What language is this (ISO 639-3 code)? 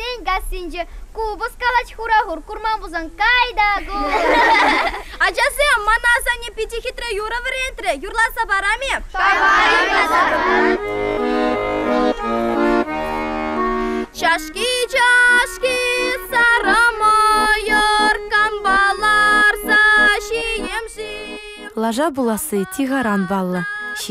chv